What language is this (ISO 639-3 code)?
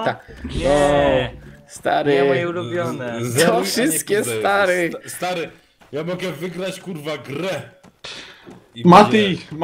pol